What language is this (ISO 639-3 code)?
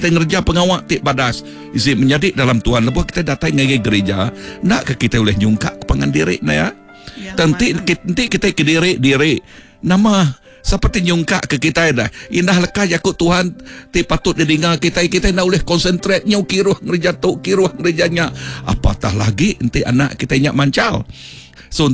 iba